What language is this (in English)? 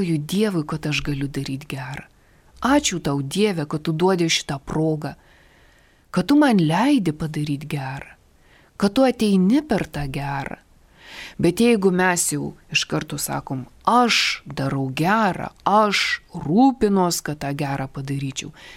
Lithuanian